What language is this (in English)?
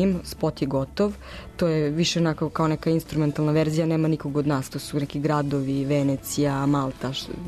Serbian